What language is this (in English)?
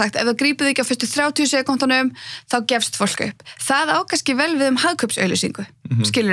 Icelandic